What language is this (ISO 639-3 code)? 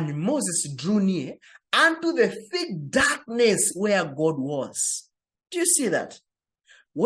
eng